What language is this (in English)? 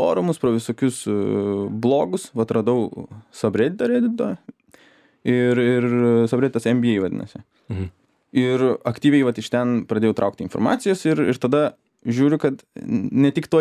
Lithuanian